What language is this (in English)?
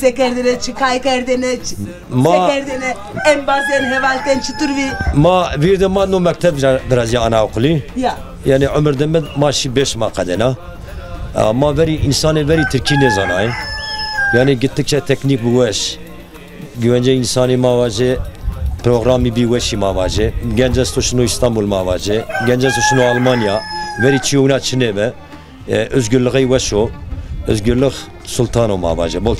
Zaza